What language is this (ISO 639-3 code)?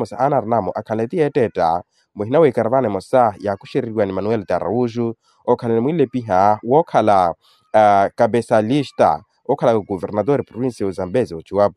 vmw